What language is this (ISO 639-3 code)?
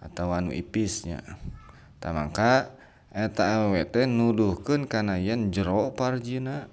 sun